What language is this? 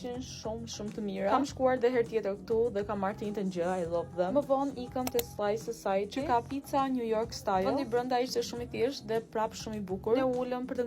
Albanian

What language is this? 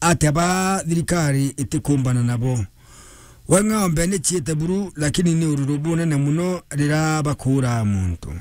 Meru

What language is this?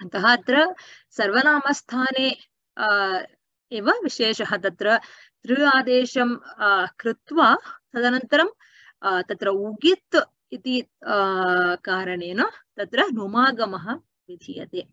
Sanskrit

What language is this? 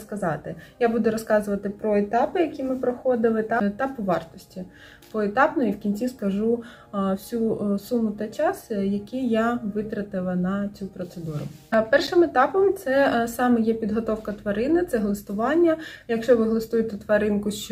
Ukrainian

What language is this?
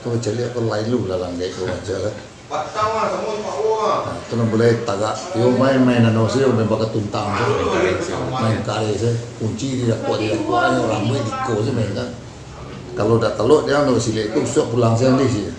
Minangkabau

